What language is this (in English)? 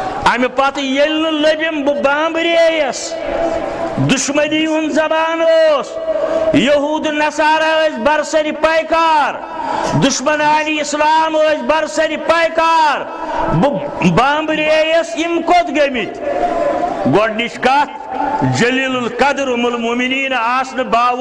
Kashmiri